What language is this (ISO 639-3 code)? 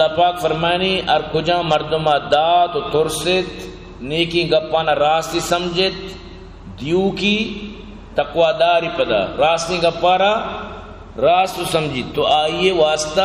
bgp